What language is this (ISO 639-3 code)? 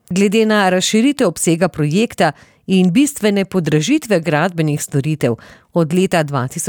slv